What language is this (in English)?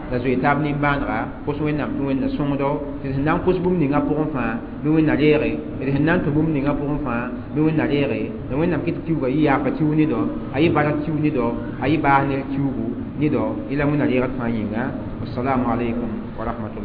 Mossi